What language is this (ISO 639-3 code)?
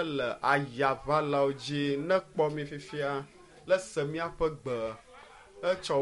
ewe